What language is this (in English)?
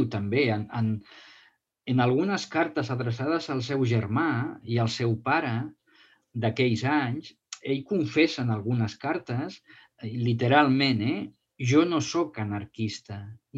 Catalan